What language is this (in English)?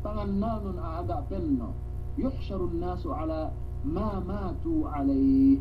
Yakan